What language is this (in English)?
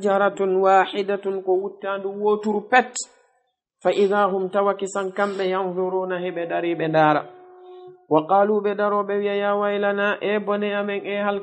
Fula